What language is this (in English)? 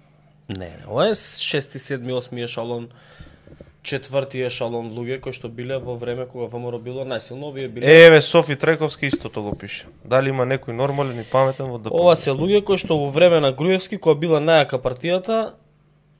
Macedonian